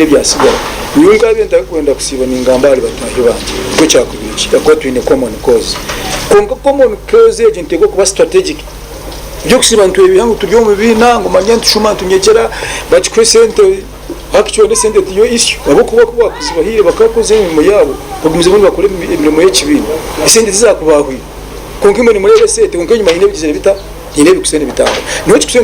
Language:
Nyankole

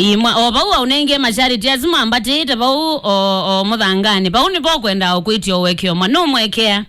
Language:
Kamba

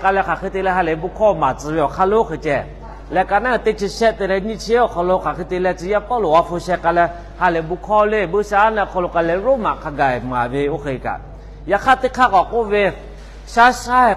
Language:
Lahu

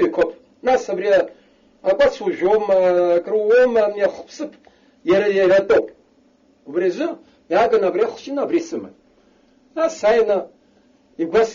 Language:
Abkhazian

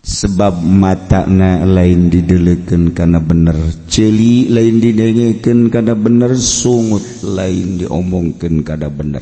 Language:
Sundanese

